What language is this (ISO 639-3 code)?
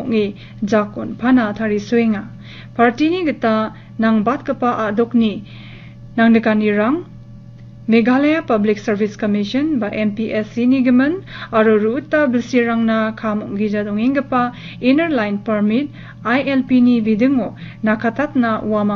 grt